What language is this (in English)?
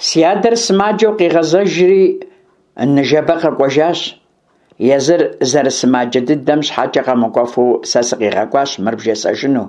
Kabardian